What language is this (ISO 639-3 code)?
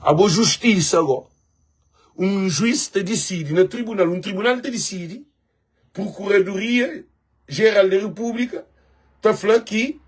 kea